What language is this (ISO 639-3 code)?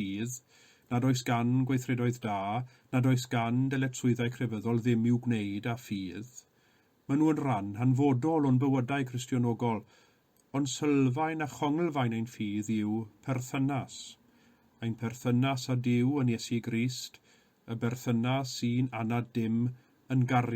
cym